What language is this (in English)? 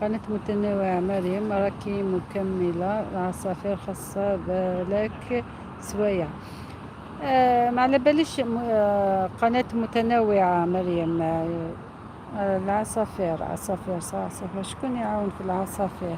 Algerian Arabic